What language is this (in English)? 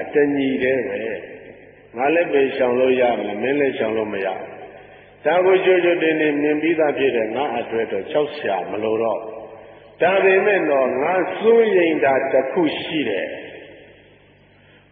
Burmese